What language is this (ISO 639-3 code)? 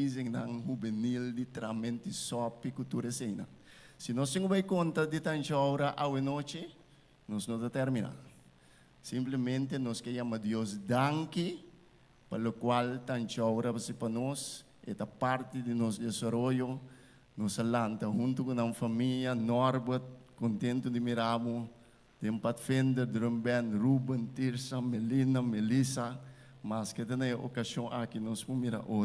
pap